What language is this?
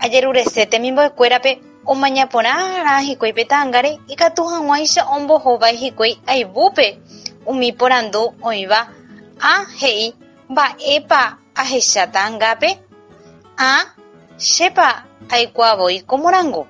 Guarani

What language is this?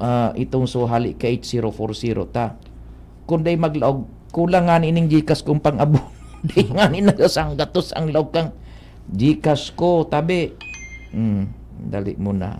Bikol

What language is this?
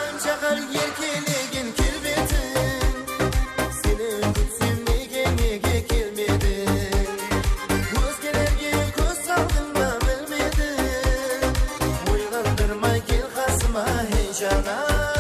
Kara-Kalpak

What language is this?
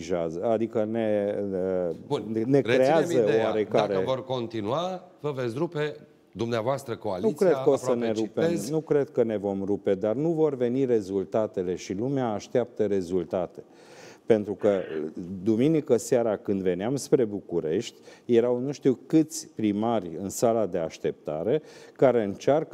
Romanian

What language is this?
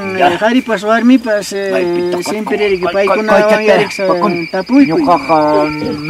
Ayacucho Quechua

